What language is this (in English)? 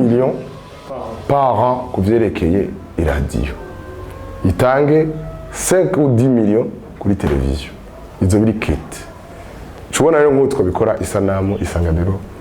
Rundi